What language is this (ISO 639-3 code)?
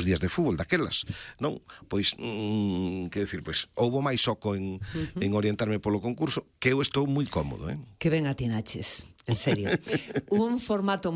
glg